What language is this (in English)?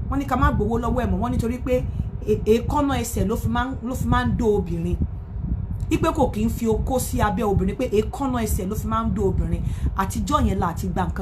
Yoruba